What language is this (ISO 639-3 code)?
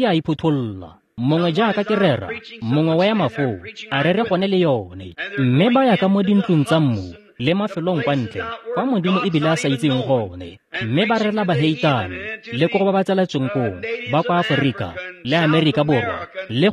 tsn